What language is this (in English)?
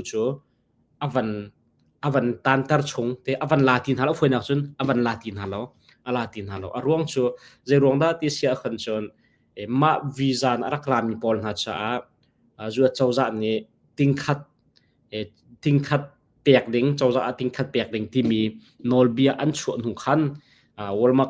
Hakha Chin